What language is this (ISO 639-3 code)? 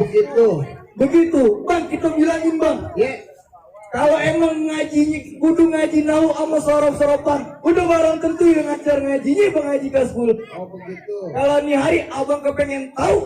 bew